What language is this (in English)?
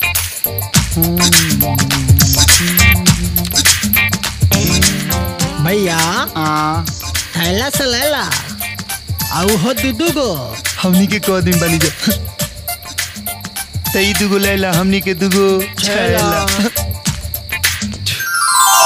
Bhojpuri